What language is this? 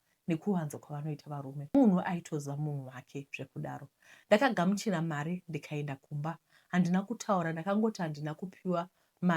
Shona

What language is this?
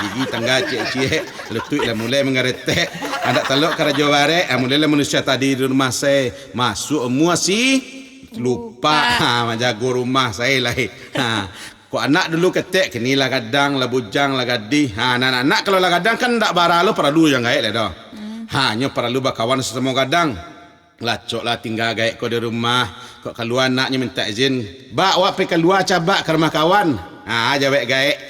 Minangkabau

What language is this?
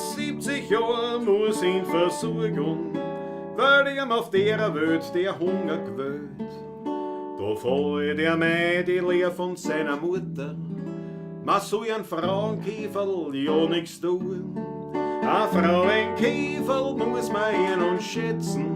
Bavarian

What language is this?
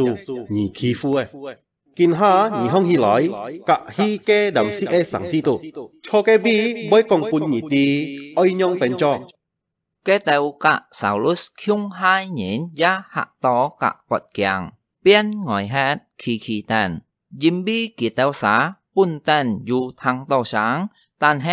Hakka Chinese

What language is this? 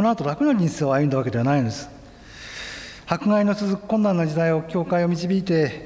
Japanese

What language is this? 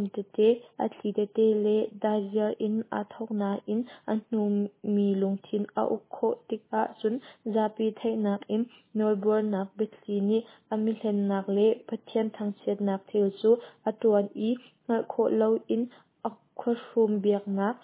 Hakha Chin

